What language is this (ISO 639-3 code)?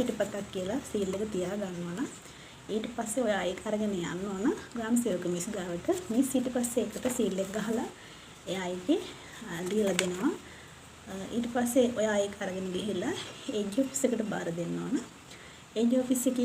sin